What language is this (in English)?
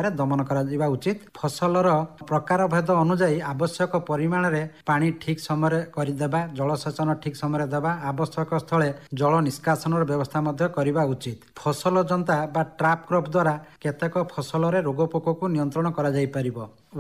Odia